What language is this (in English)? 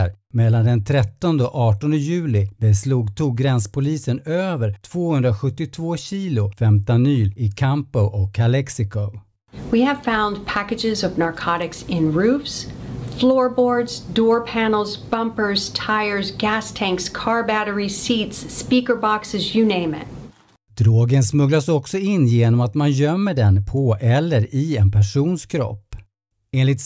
Swedish